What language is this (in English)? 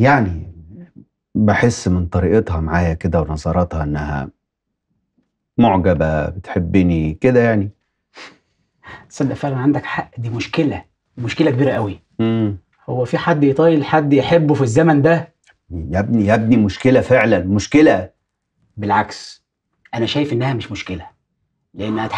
Egyptian Arabic